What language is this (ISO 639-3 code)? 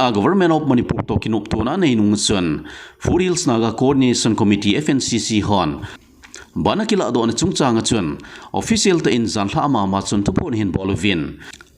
tcz